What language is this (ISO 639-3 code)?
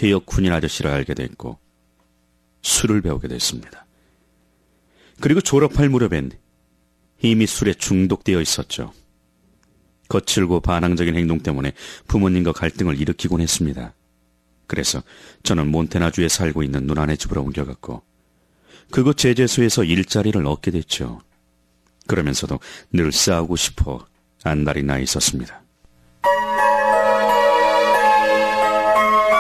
kor